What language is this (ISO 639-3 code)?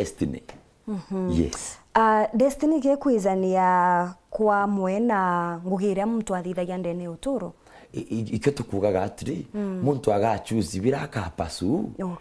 mer